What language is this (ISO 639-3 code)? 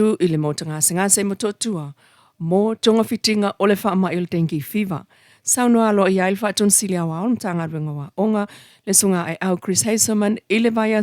smo